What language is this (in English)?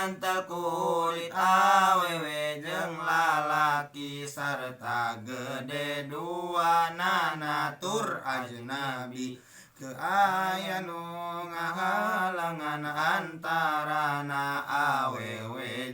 Sundanese